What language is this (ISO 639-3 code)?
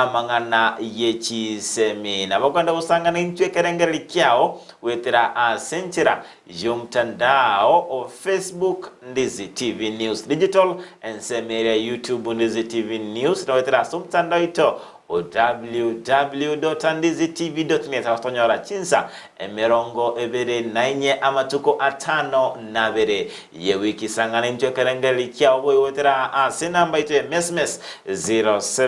guz